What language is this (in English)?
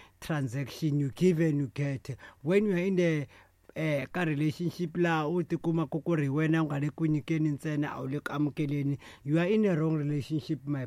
Tsonga